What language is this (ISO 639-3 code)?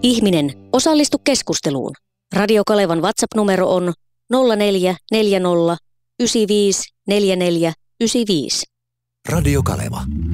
fin